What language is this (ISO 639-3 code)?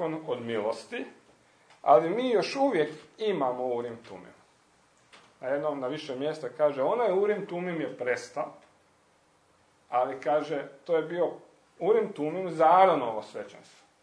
hrv